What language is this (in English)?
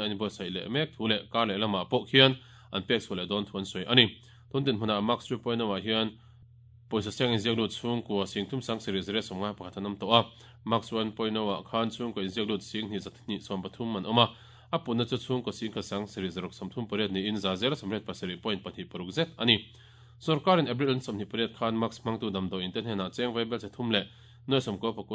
Mizo